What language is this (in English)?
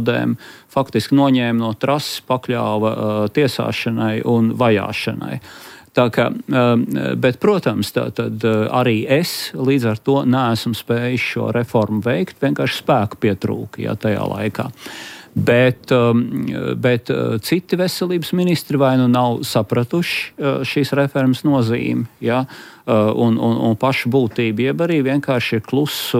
Latvian